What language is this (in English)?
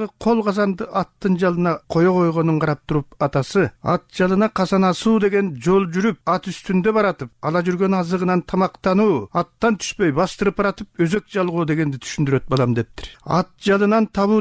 Kyrgyz